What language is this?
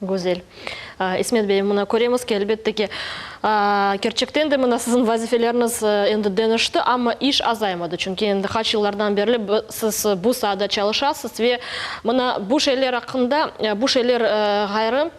Crimean Tatar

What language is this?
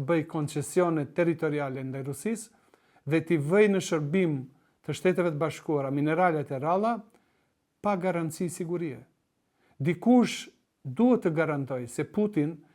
Albanian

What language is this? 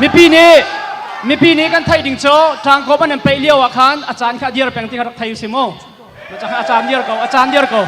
Hakha Chin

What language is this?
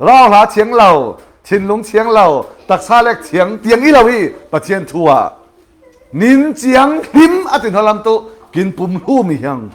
Falam Chin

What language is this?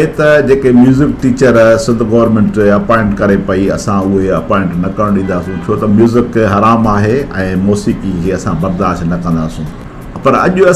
Sindhi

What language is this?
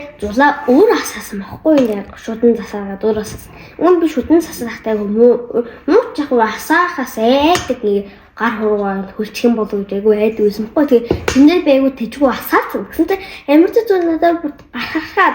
Mongolian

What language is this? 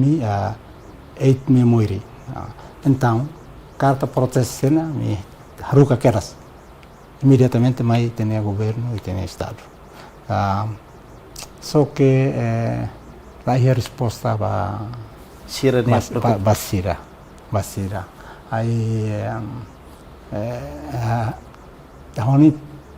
Tetum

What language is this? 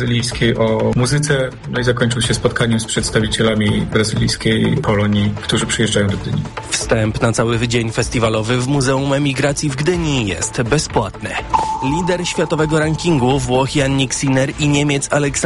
Polish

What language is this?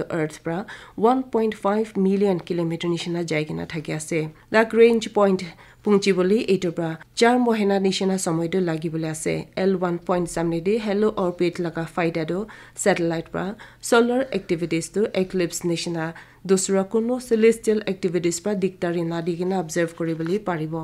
Naga Pidgin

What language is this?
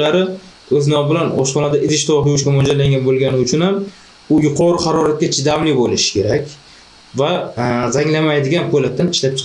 Uzbek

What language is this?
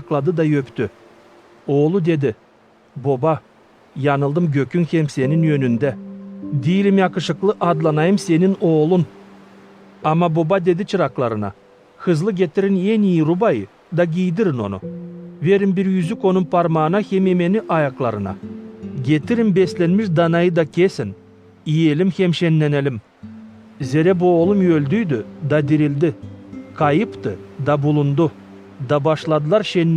Gagauz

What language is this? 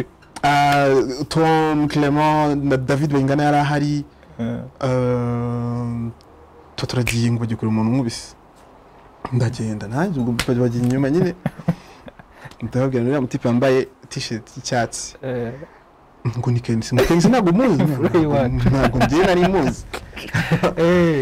Kinyarwanda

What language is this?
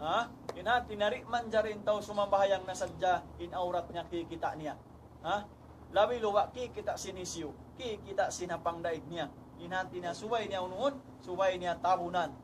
Tausug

